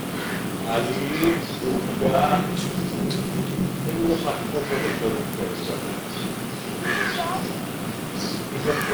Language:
Bangla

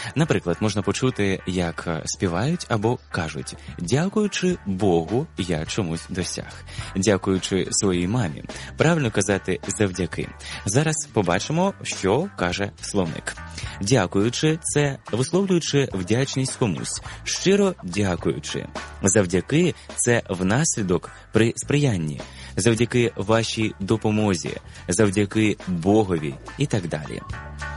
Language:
Ukrainian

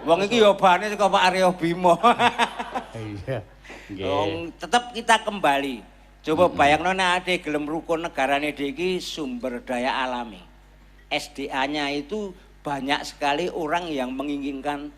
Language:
Javanese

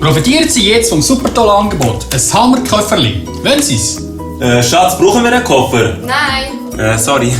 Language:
Swiss German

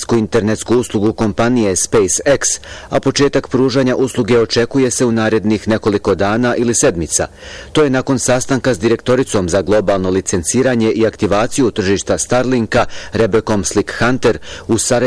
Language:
Bosnian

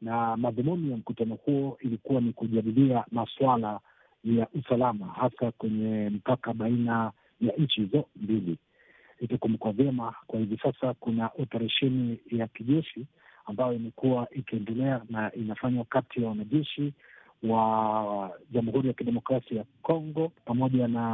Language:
Swahili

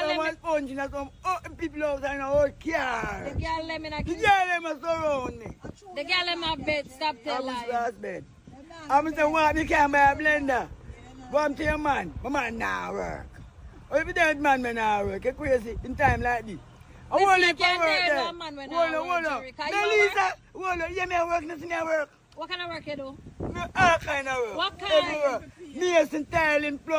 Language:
Jamaican Creole English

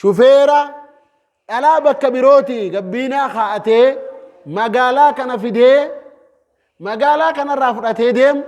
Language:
Oromo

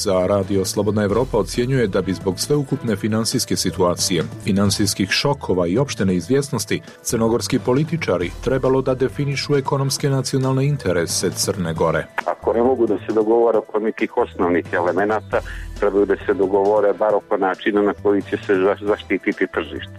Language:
Serbian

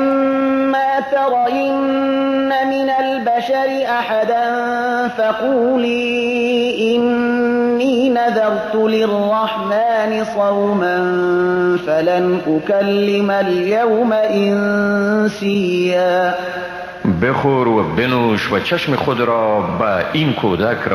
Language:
Persian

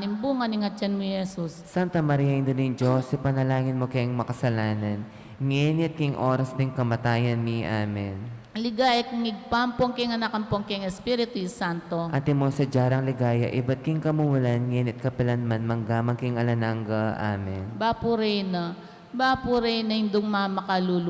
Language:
Pampanga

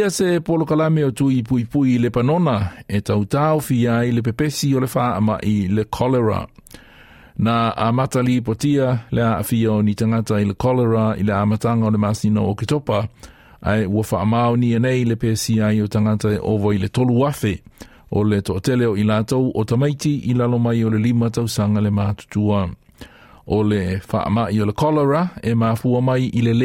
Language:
Samoan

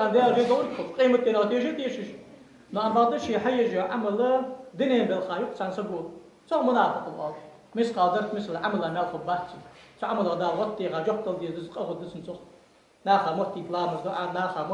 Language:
Ingush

